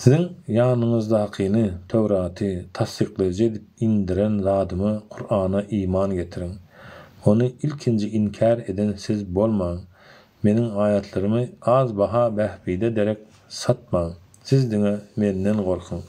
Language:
Turkmen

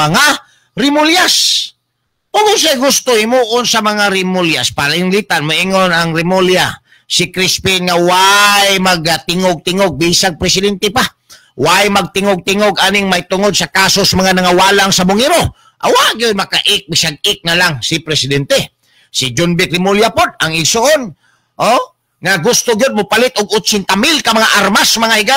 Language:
Cebuano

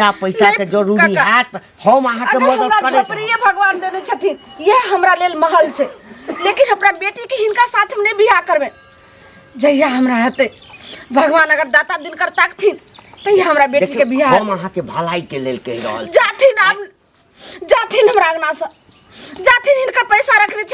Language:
Maithili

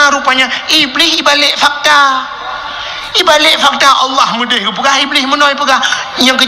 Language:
Achinese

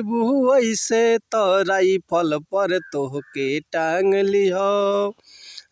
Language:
Bhojpuri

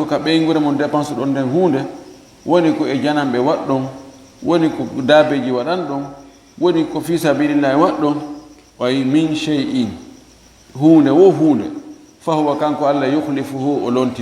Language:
Fula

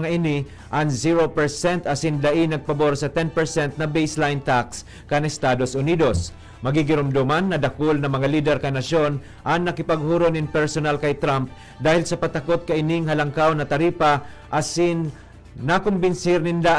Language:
Bikol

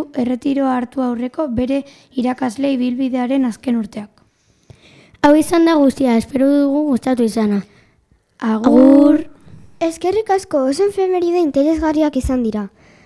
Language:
Basque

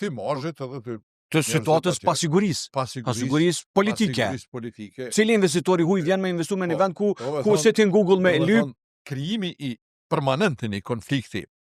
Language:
Albanian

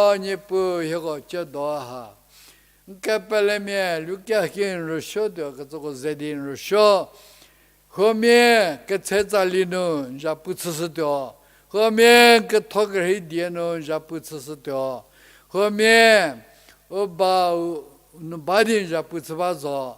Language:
Angami Naga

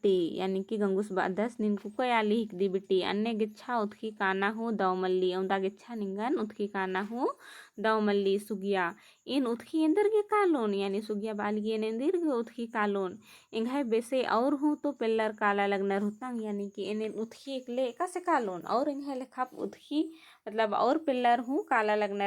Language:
Kurukh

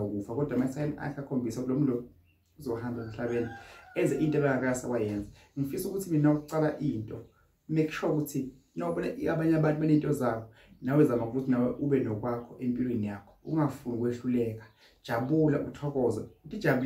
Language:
Zulu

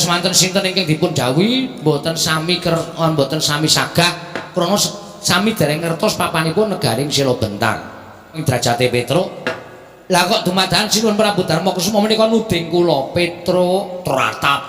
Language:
Javanese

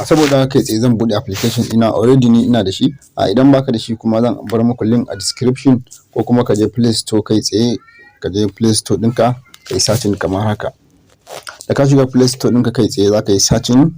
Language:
Hausa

